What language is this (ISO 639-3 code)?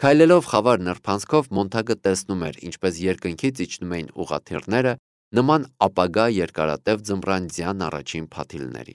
hye